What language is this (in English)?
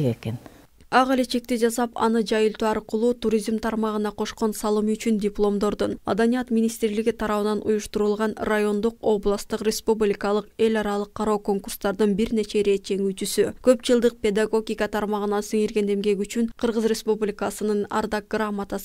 Kyrgyz